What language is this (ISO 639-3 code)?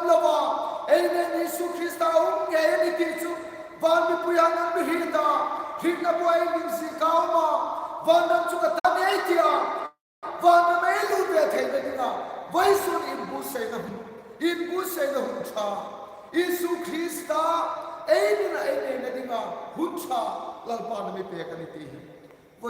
hmr